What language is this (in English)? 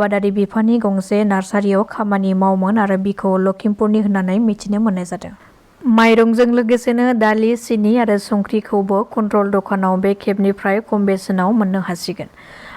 Bodo